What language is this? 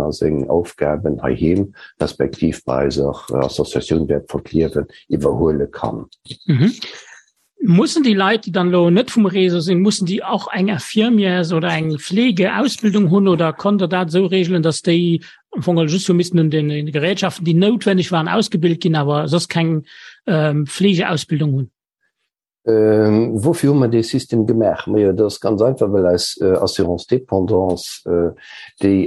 Luxembourgish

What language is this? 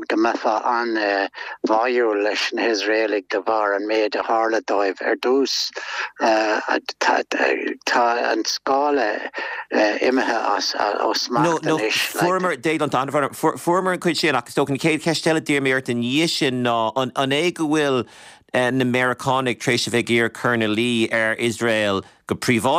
Irish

